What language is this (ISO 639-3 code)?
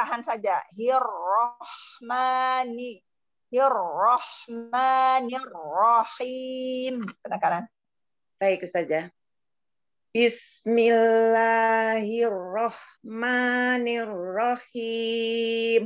ind